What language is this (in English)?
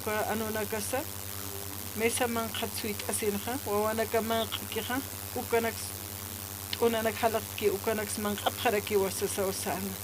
Aymara